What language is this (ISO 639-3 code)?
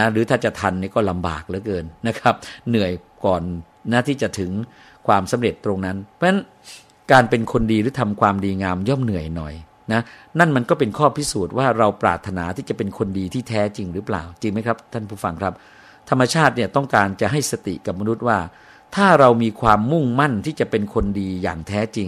tha